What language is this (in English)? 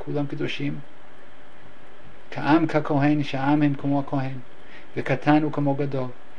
Hebrew